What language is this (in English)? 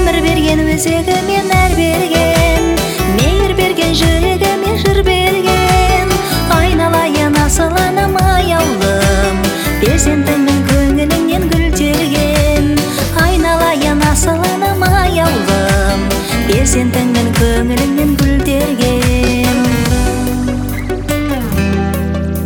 Kazakh